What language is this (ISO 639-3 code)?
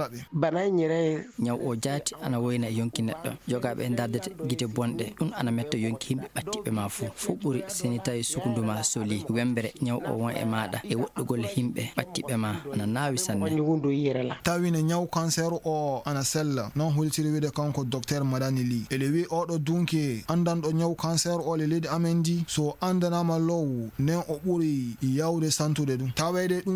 ful